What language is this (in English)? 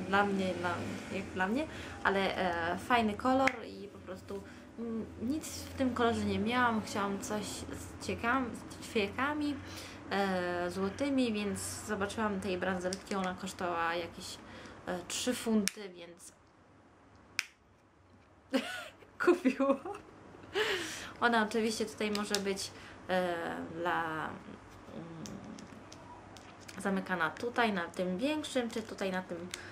Polish